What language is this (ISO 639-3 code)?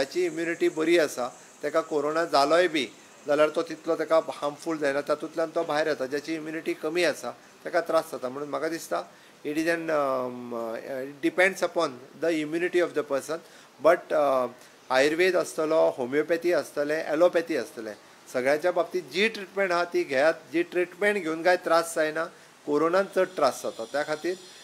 kok